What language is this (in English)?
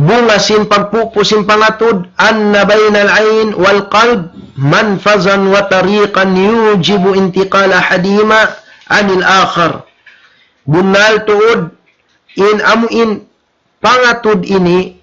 Tausug